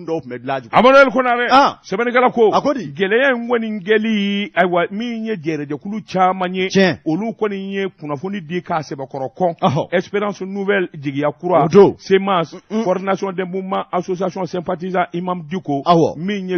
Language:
Bambara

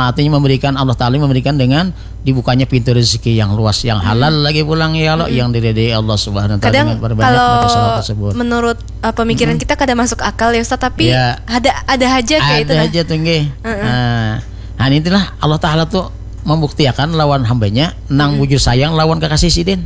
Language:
Banjar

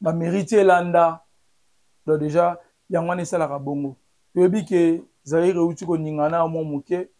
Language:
Lingala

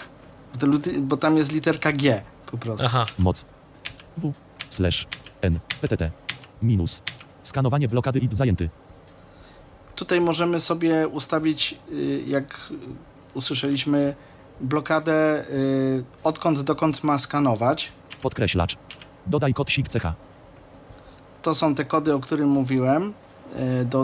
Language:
Polish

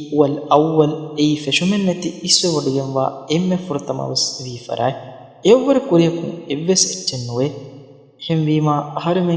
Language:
Divehi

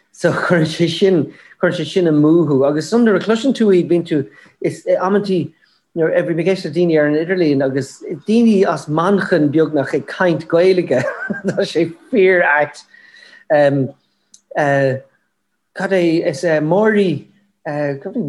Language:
Irish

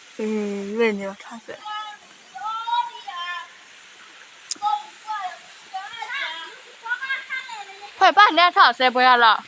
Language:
S'gaw Karen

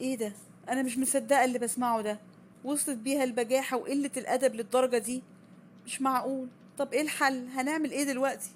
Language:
Egyptian Arabic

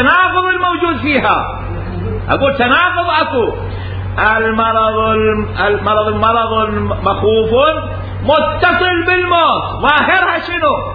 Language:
Mesopotamian Arabic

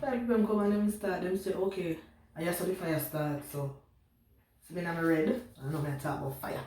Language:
Jamaican Creole English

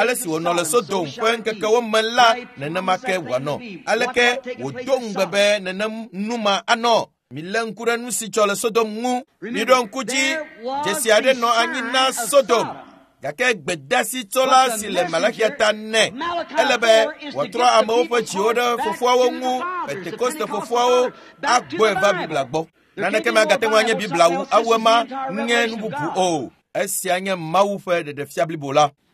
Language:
Ewe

